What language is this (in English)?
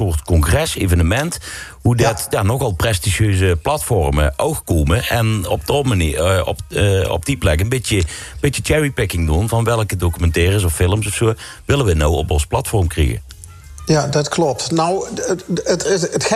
Dutch